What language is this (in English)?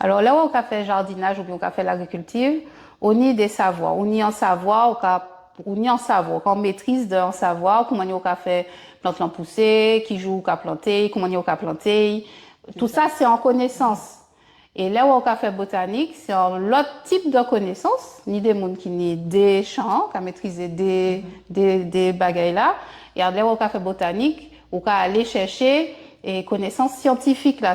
Guadeloupean Creole French